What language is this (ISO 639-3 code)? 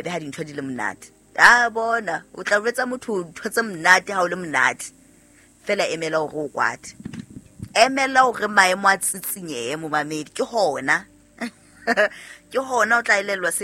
sot